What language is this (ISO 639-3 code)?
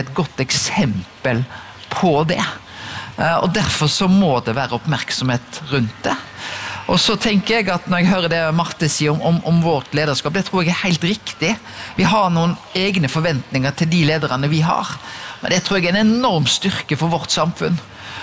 nor